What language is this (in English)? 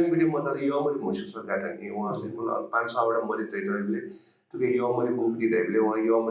Newari